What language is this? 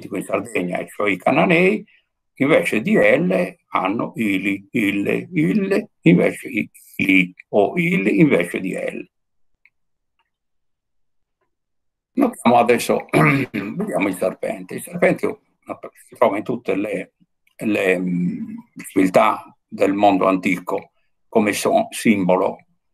Italian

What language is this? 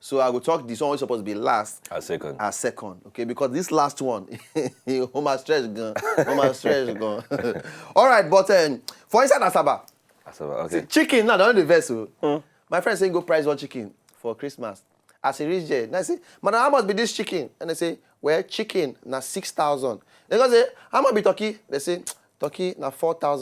Nigerian Pidgin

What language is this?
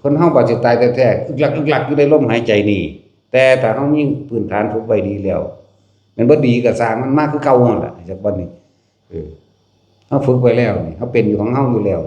Northeastern Thai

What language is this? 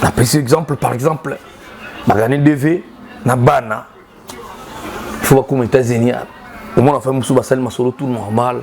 Lingala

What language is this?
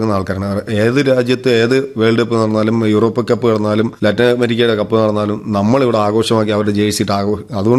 Malayalam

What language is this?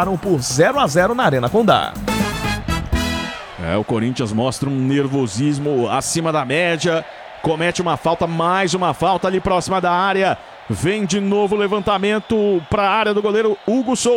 Portuguese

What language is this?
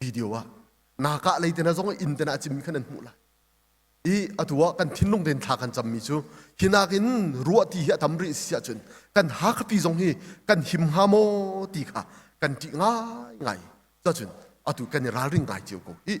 Hakha Chin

